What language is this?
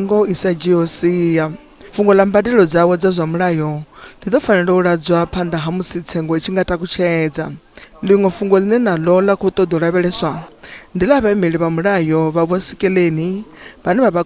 Venda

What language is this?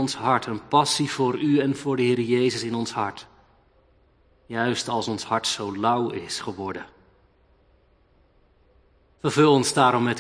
Dutch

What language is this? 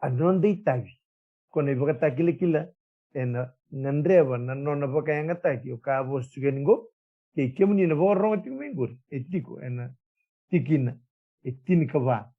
Fijian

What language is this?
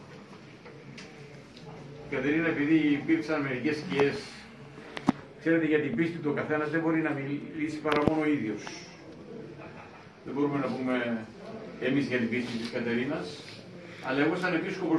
Greek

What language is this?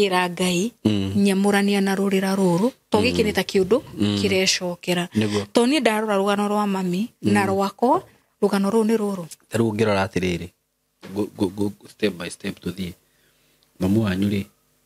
Kikuyu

